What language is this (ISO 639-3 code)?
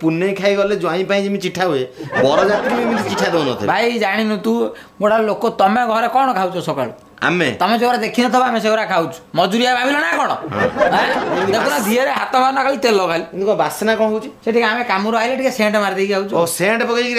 ori